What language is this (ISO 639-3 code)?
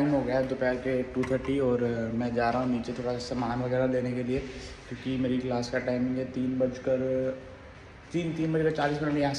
hin